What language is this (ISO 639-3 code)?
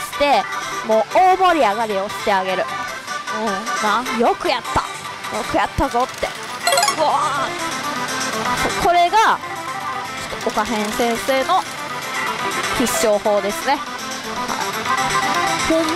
jpn